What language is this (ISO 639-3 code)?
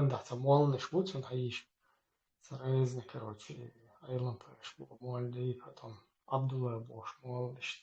che